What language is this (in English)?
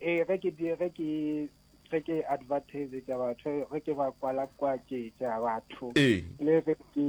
Northern Sotho